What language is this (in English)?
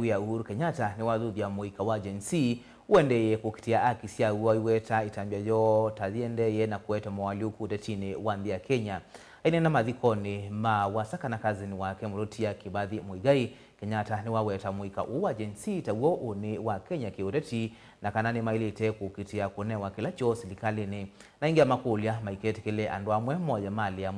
Kamba